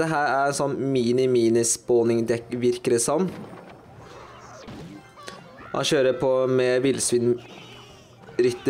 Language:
Norwegian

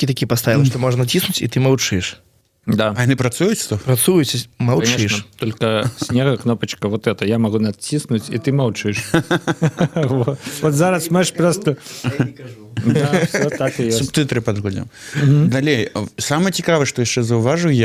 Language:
Belarusian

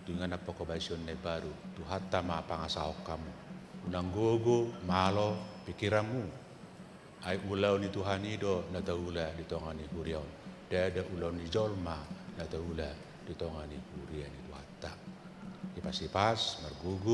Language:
Batak Toba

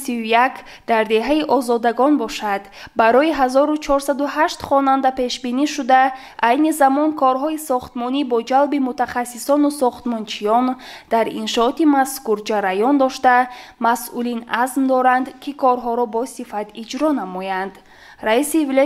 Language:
Tajik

